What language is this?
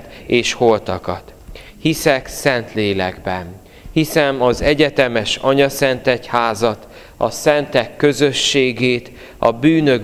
Hungarian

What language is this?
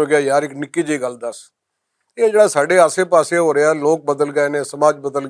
Western Panjabi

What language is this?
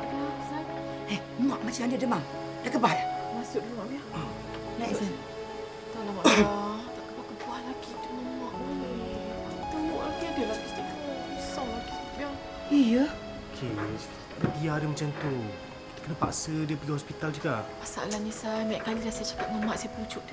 Malay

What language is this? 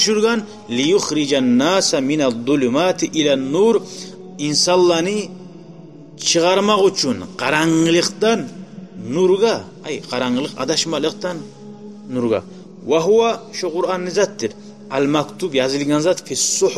Kumyk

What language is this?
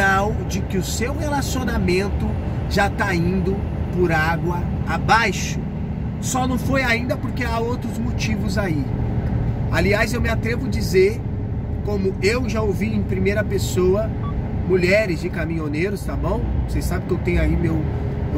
Portuguese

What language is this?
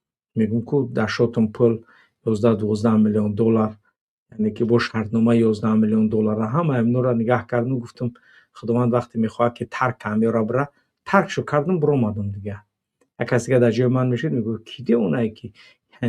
Tajik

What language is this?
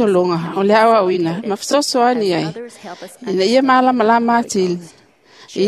Samoan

